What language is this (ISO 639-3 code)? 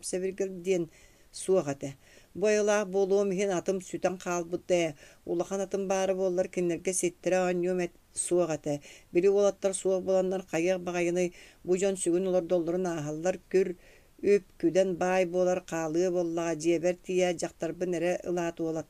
sah